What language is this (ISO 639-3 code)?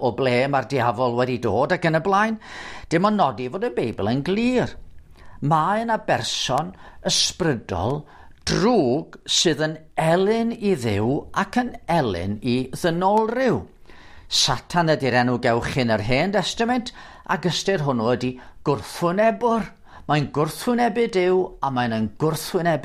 cym